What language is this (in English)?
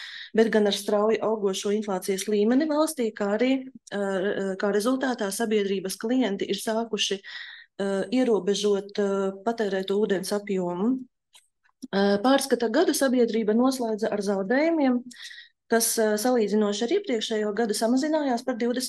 Latvian